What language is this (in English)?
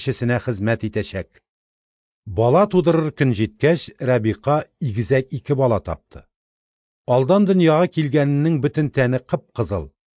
Tatar